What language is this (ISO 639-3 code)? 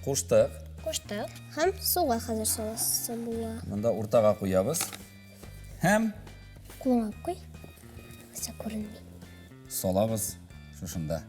tat